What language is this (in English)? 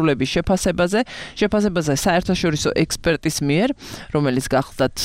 Georgian